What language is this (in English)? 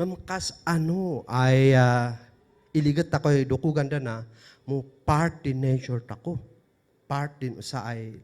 Kankanaey